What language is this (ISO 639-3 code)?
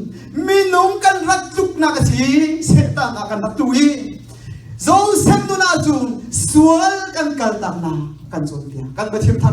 cnh